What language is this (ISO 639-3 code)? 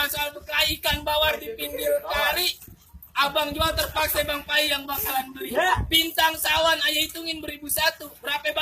bew